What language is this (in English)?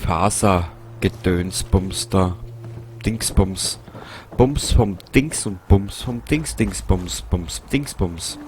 Bavarian